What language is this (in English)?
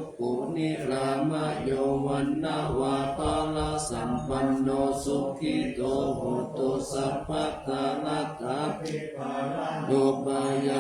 Pali